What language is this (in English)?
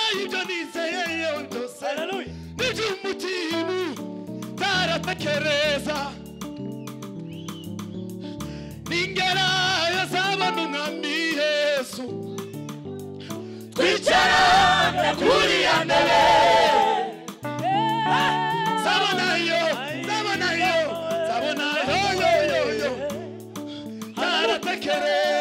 Kinyarwanda